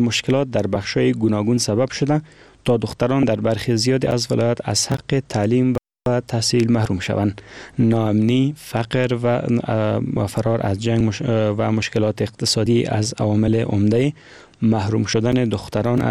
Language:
Persian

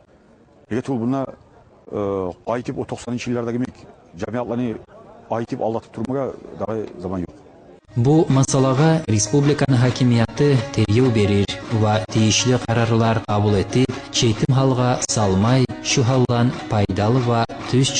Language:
Kumyk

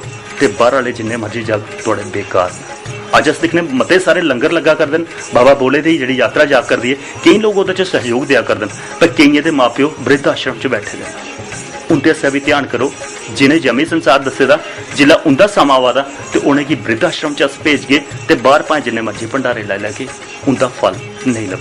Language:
Dogri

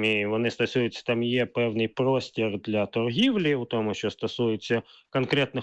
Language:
Ukrainian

